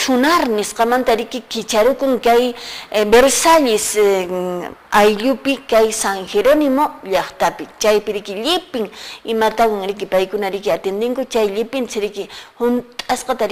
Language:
Quechua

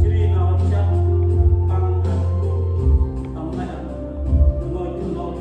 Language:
Central Mnong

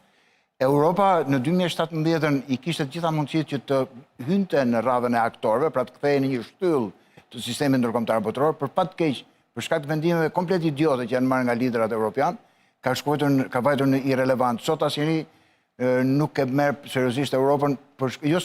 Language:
Albanian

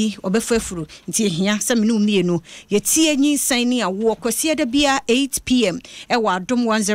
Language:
Akan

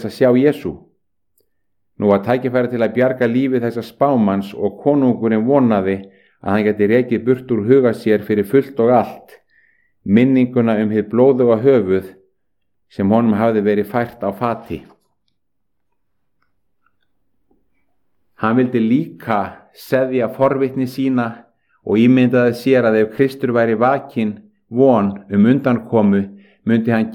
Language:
Icelandic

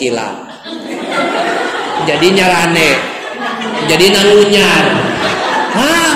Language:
Sundanese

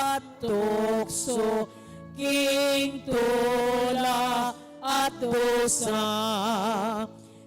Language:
Pampanga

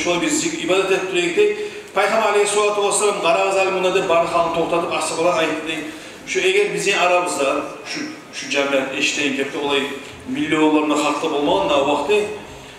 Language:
Kumyk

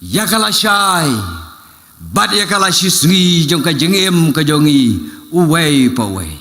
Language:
Khasi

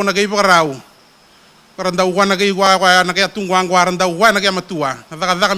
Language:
Fijian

